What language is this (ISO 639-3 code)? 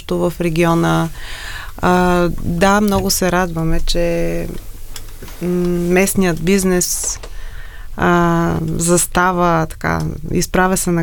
bul